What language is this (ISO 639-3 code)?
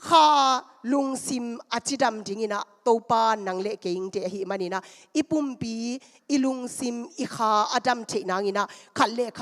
ctd